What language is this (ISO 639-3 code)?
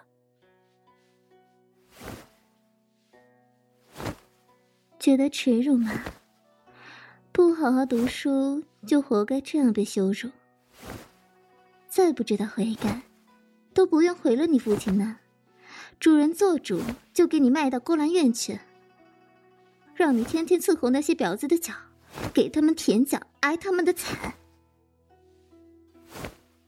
zho